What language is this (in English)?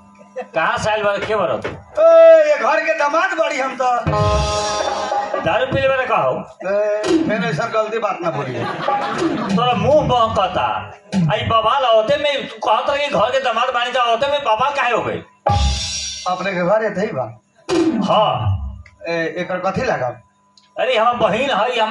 Bhojpuri